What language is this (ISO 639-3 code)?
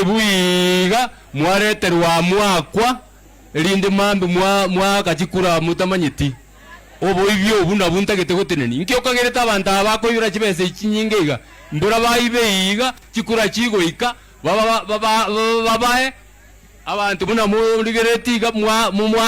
guz